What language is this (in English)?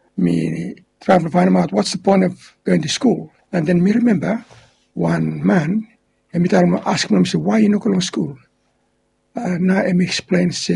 Bislama